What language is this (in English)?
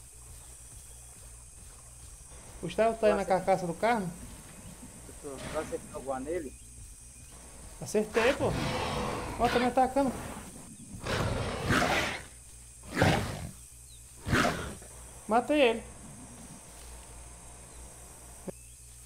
Portuguese